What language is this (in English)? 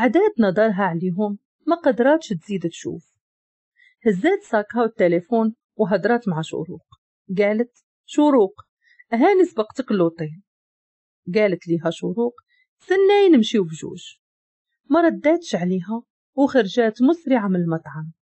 Moroccan Arabic